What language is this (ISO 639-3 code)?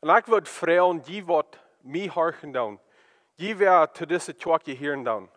pdt